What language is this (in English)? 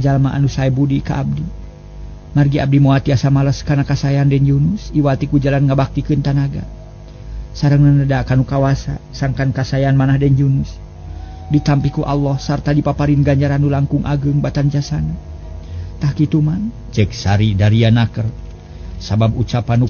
Sundanese